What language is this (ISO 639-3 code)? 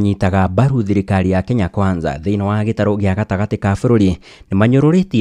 kik